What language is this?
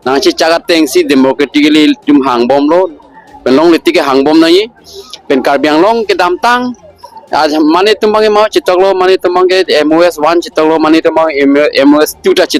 Karbi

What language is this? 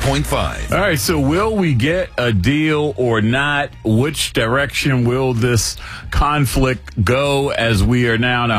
English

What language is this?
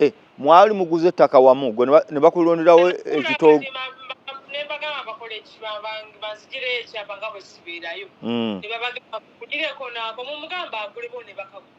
Ganda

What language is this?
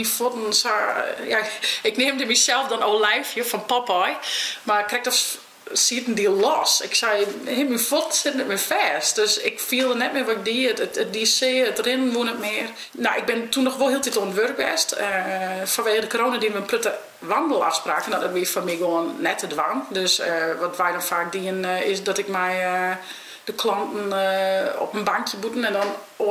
Western Frisian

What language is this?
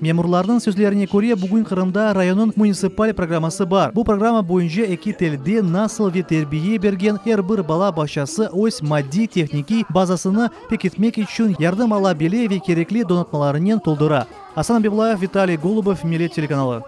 Crimean Tatar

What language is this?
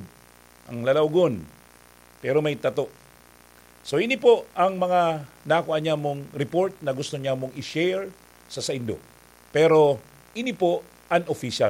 Bikol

